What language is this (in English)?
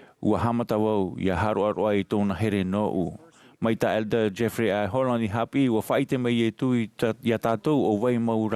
Tahitian